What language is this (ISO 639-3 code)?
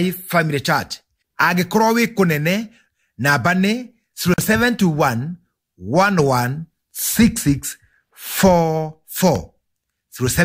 kik